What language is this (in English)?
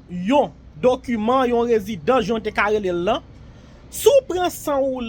Haitian Creole